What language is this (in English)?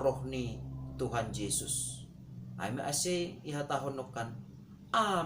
Batak Simalungun